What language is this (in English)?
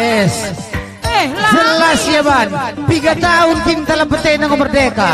Batak Karo